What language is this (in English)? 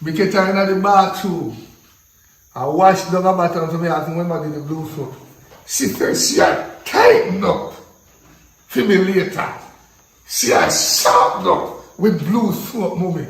Jamaican Creole English